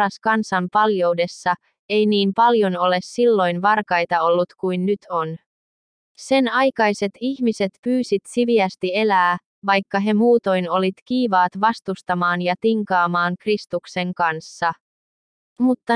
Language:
Finnish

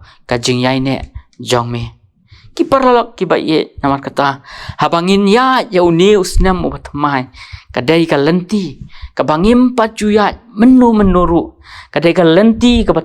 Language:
Khasi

